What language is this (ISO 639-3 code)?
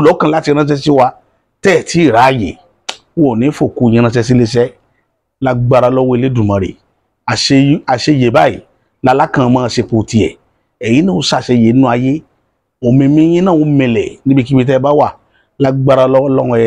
yor